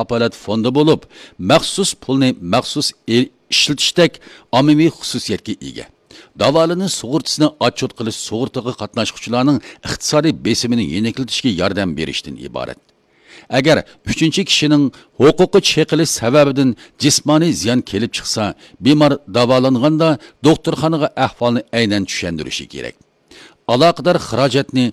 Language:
Uyghur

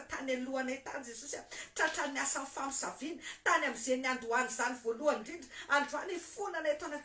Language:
Malagasy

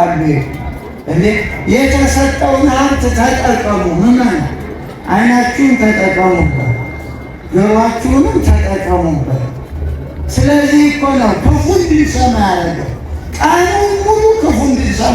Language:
Amharic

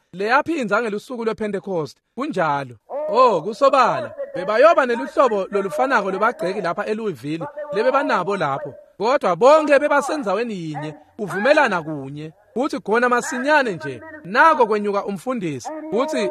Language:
Swati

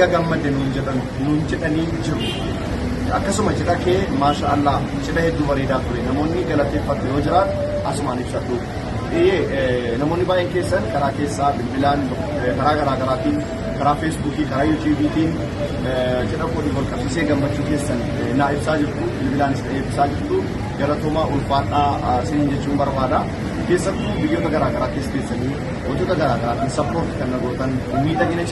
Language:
Oromo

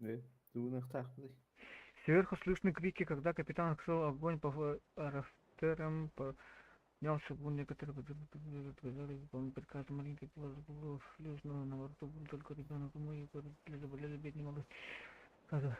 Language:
Yakut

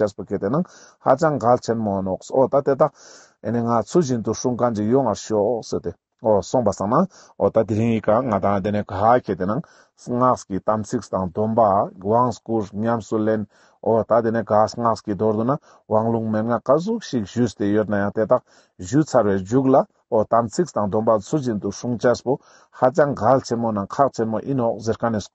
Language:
Ladakhi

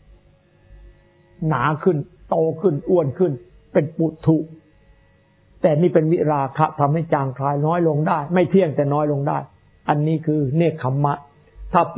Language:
Thai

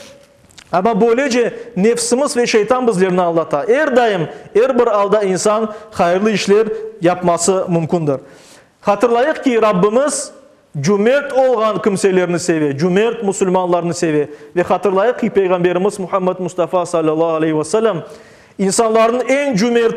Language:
Crimean Tatar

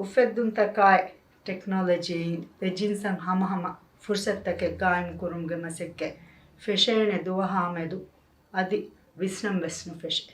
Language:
Divehi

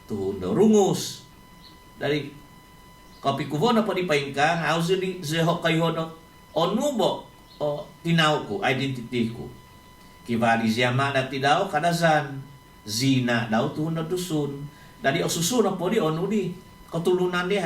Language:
Central Dusun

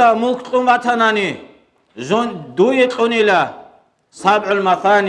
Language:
Avaric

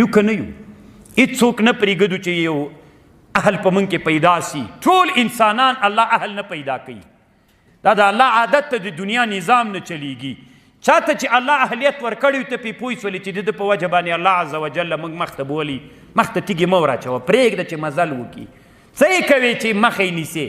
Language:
Pashto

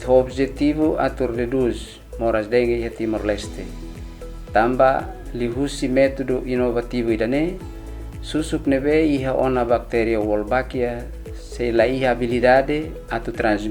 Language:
Tetum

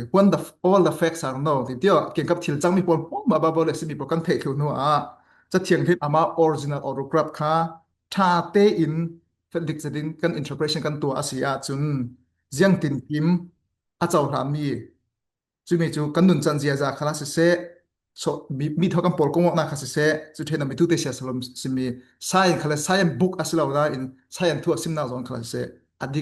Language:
Falam Chin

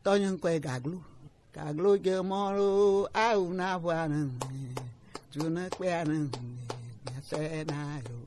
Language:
Gen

